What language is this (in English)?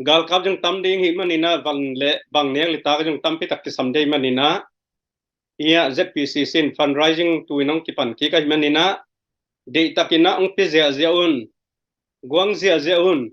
Tedim Chin